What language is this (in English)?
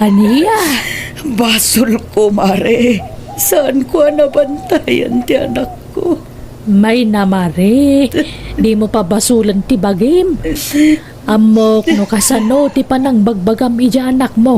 Iloko